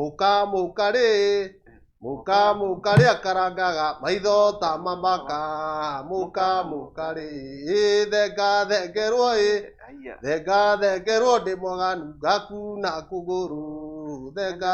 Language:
Kikuyu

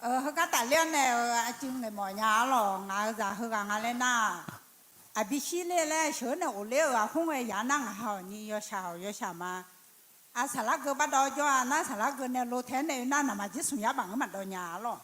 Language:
Akha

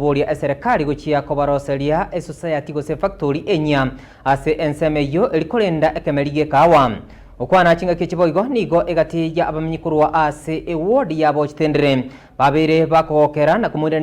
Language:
Gusii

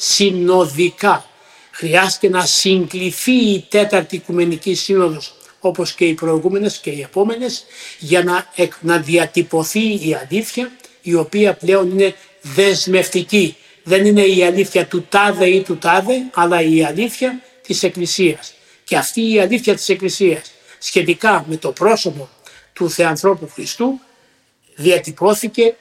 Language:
Greek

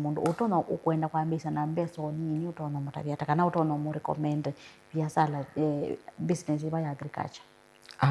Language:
Kamba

